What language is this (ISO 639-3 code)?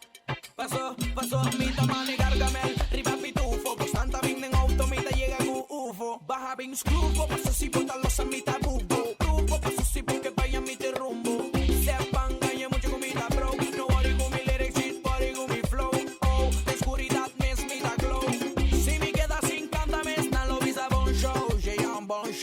pap